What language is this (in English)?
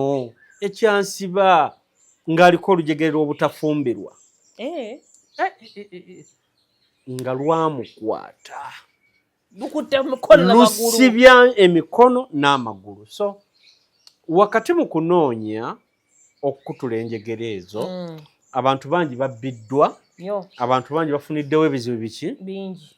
Ganda